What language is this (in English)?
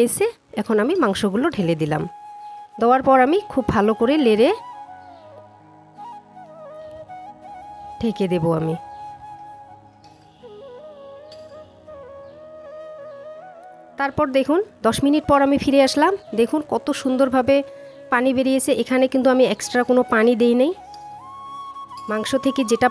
Bangla